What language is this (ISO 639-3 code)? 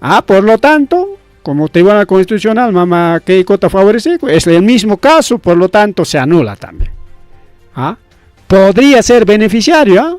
quy